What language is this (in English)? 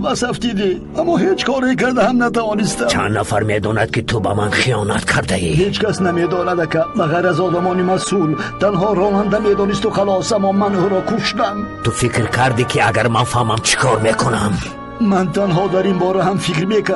Tajik